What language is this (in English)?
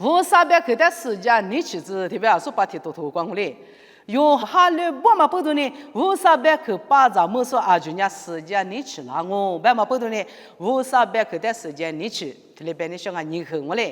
Lisu